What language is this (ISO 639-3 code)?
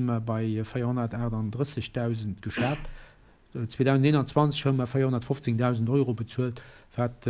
ltz